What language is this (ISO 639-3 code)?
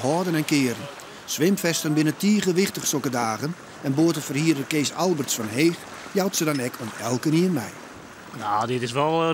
fry